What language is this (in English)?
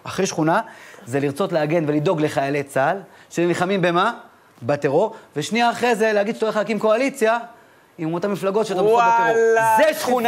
Hebrew